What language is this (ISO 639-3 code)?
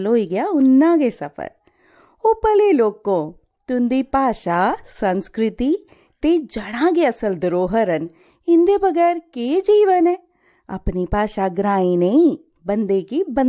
doi